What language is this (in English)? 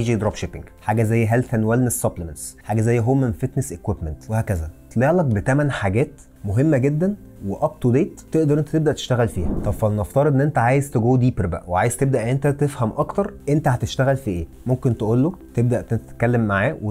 Egyptian Arabic